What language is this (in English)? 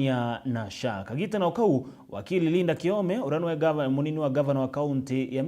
Meru